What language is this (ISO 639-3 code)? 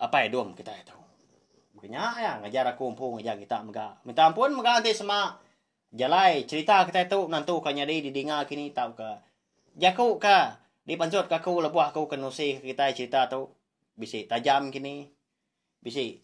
iba